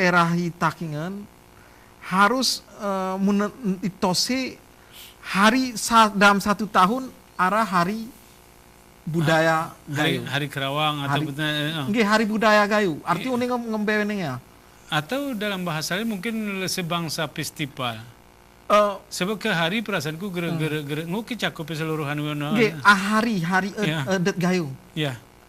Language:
Gayo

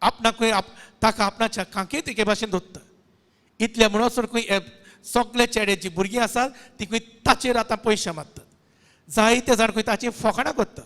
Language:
Konkani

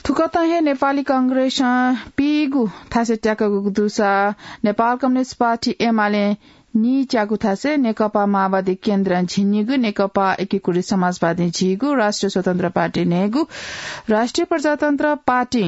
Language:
Newari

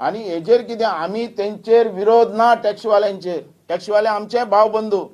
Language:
Konkani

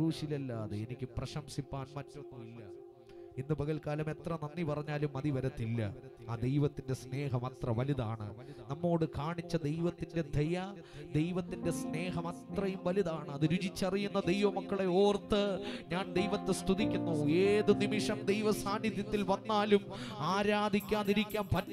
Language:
Malayalam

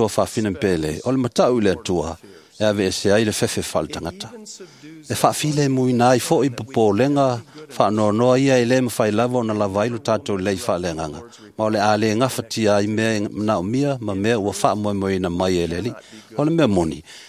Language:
Samoan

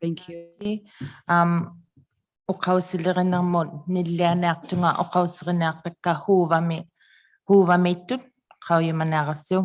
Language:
Inuktitut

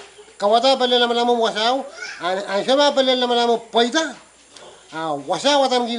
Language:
Pohnpeian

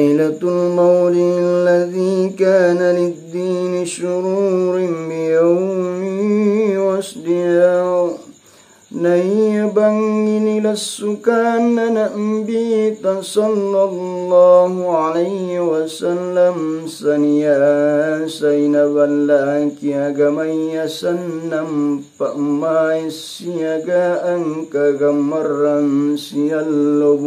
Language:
Makasar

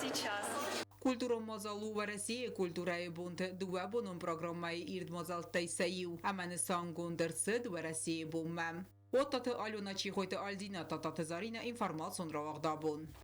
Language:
Ossetic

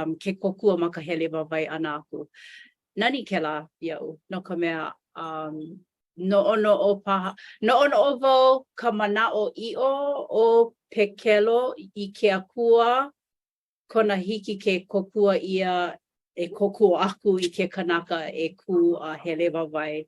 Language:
Hawaiian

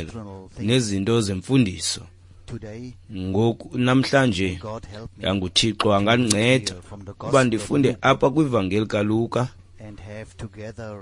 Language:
Xhosa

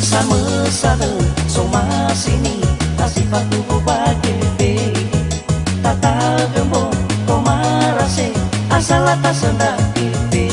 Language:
Nias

